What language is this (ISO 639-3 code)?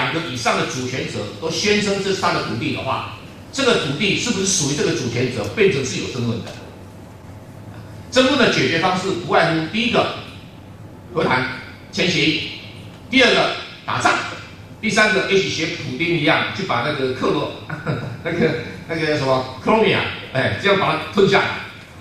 zho